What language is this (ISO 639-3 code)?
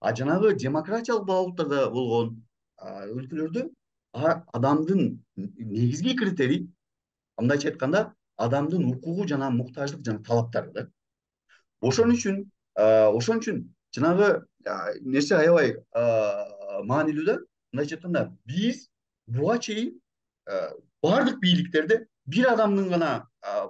kir